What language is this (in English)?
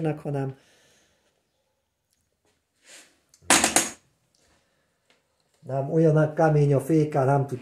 Hungarian